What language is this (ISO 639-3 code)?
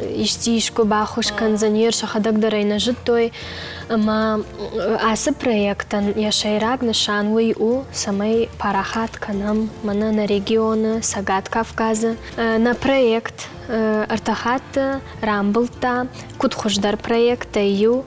oss